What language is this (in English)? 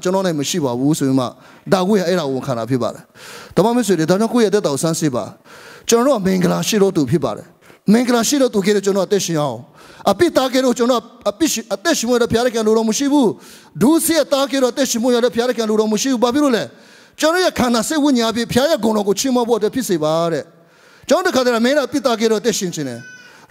Burmese